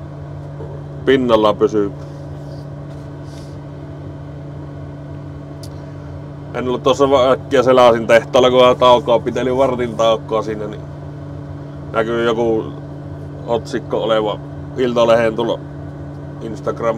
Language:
Finnish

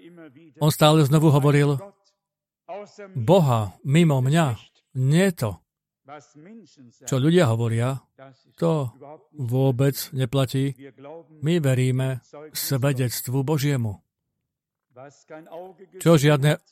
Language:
Slovak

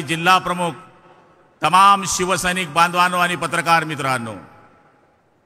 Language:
Marathi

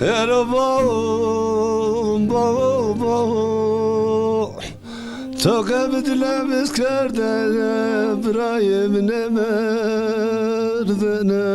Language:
Zaza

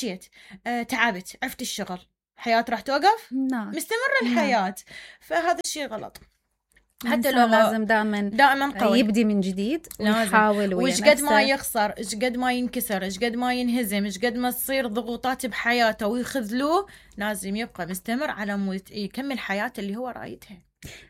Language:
Mesopotamian Arabic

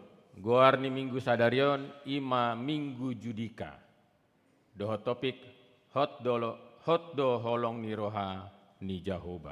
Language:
Batak Toba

